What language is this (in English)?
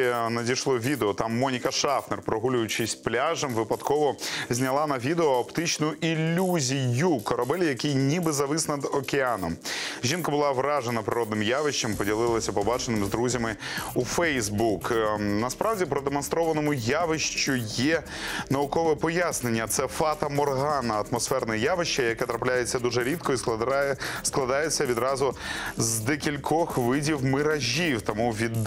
Ukrainian